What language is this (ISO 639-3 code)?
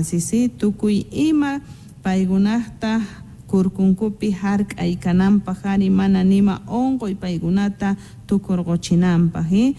que